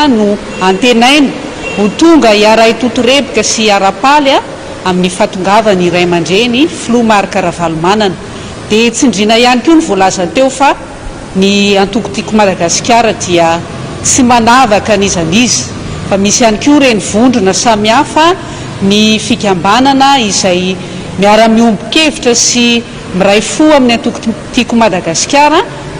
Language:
Malagasy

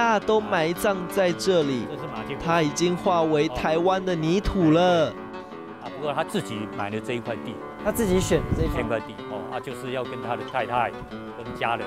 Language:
Chinese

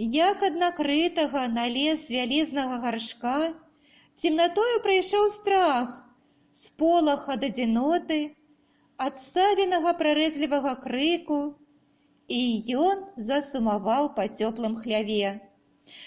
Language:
Belarusian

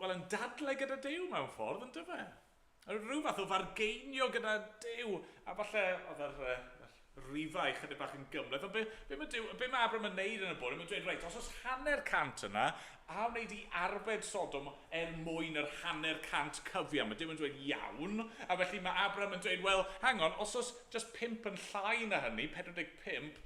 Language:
Welsh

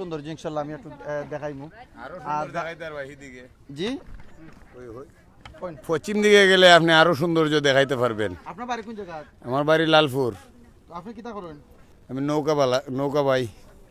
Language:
Sylheti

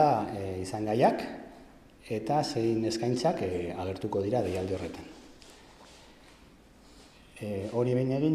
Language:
Basque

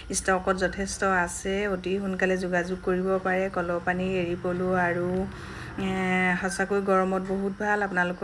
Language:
Assamese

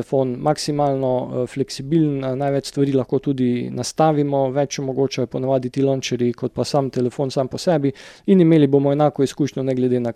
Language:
Slovenian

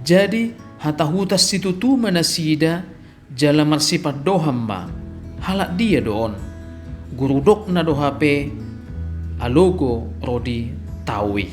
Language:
Batak Toba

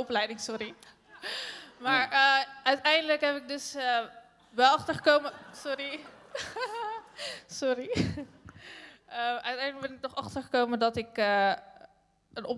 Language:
Dutch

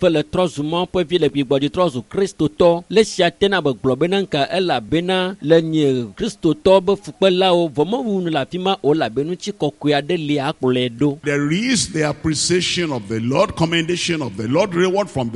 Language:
Ewe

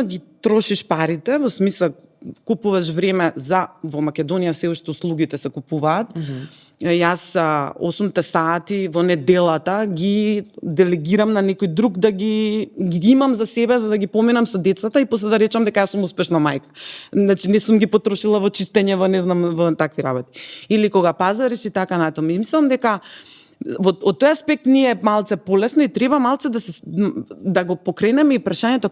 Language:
Macedonian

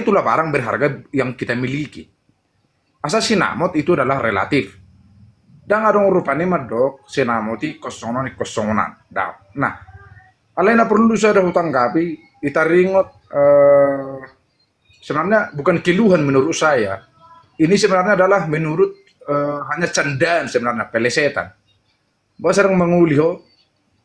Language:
Batak Toba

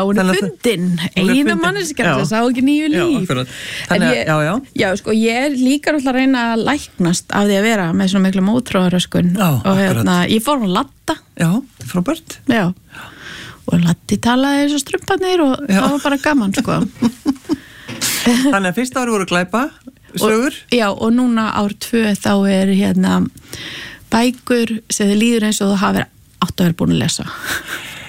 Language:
Icelandic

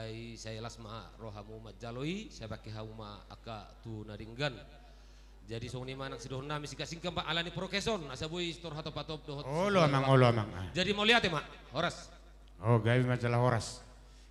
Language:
Batak Toba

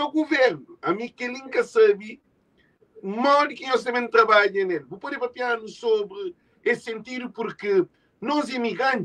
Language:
Kabuverdianu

